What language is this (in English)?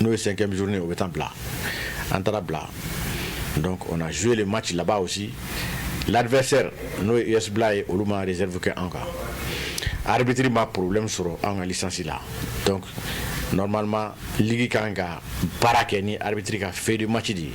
Bambara